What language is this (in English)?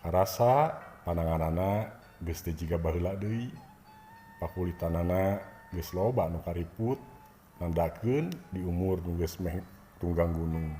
Sundanese